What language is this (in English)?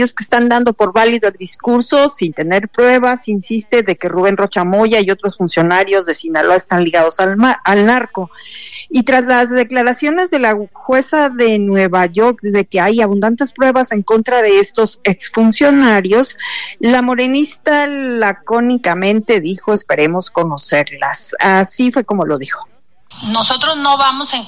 Spanish